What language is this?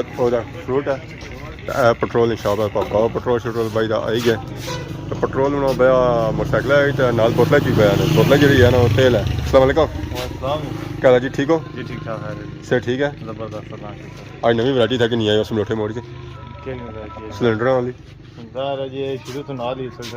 Pahari-Potwari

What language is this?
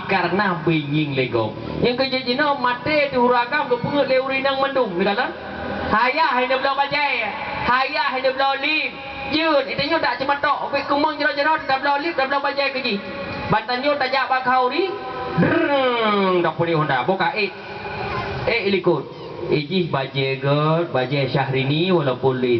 Achinese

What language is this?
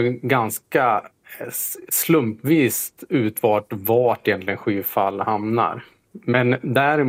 Swedish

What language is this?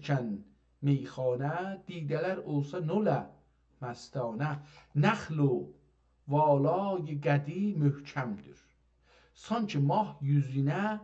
South Azerbaijani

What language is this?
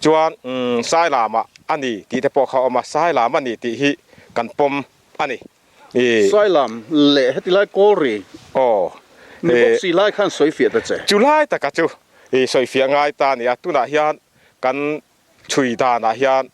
Mizo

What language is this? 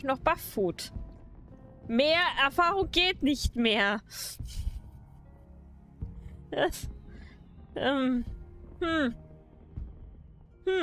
German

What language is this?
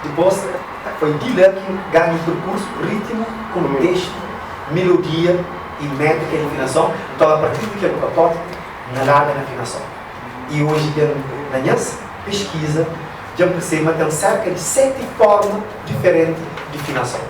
Kabuverdianu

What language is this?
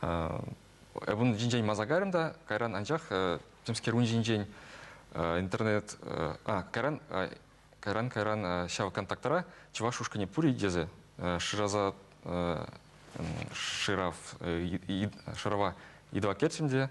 Chuvash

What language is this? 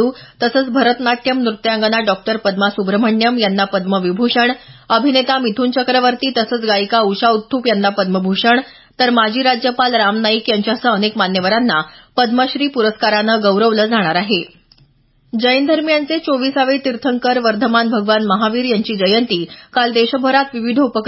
Marathi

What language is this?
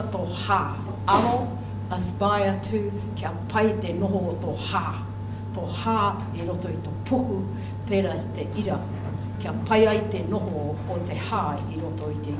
Māori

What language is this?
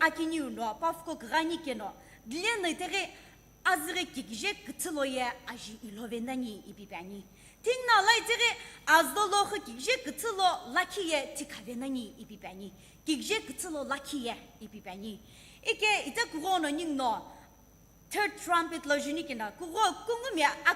Sumi Naga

